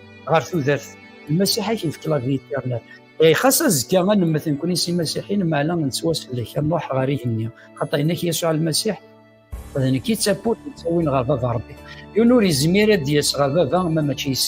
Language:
Kabyle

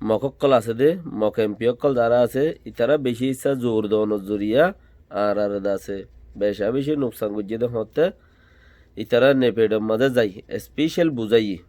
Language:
Rohingya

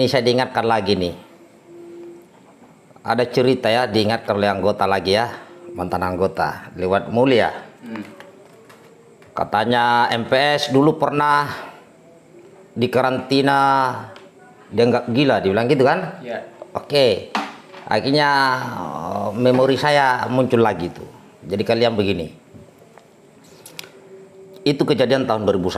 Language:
Indonesian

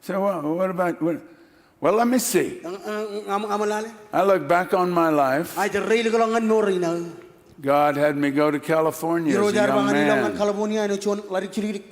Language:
Marshallese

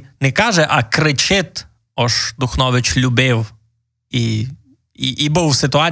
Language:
Rusyn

